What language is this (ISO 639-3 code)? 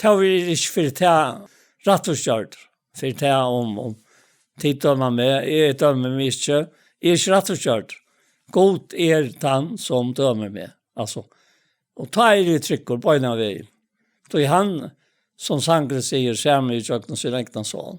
fao